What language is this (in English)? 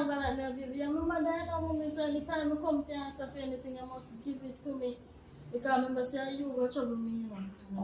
Jamaican Creole English